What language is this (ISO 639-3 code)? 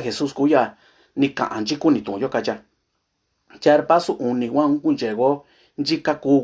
mix